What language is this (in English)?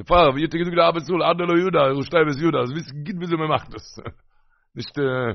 Yiddish